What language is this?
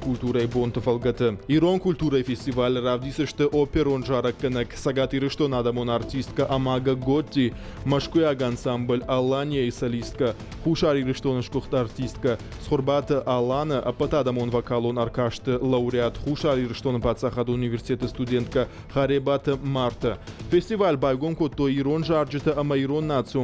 Ossetic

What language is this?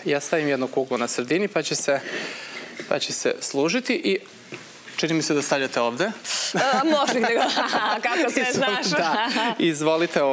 Serbian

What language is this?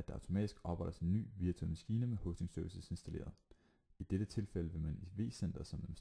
Danish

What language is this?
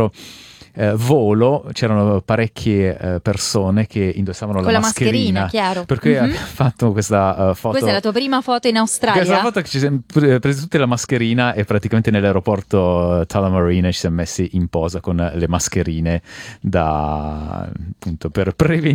Italian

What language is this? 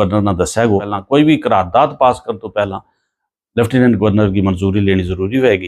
Gujari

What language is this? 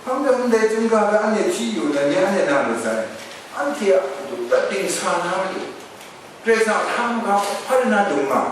Kachin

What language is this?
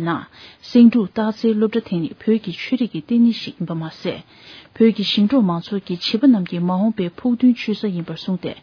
Tibetan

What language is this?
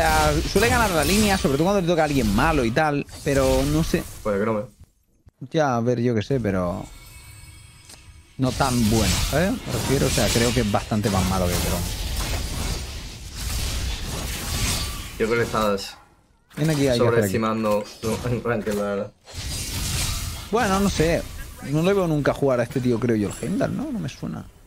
Spanish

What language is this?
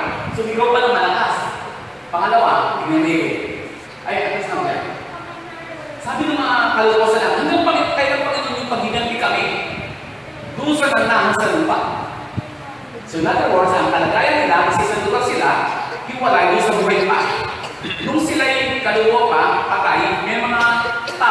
Filipino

